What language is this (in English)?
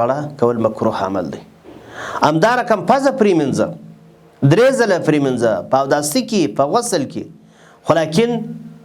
Pashto